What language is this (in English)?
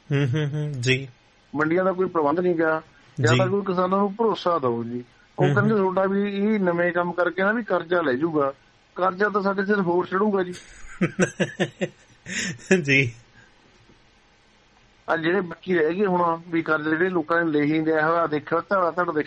Punjabi